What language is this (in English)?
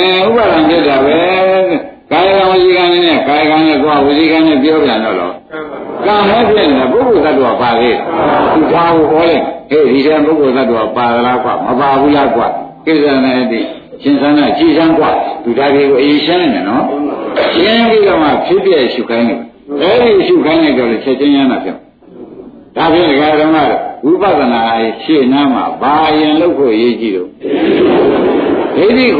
Burmese